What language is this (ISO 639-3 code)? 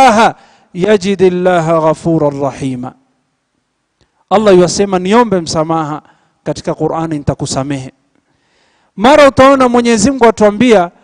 swa